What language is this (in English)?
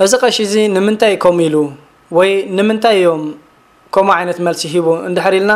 Tigrinya